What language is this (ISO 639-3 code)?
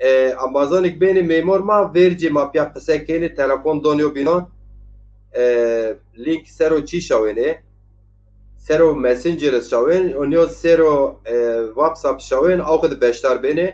zza